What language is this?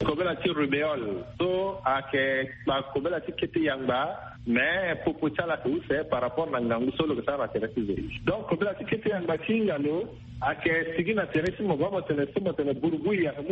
Sango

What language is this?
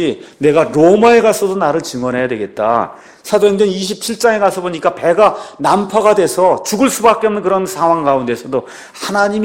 Korean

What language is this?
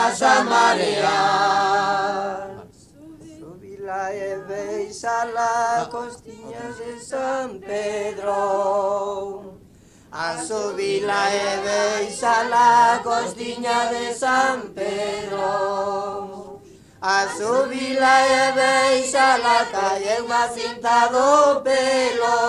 Galician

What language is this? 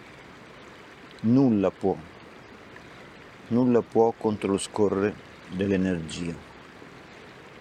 Italian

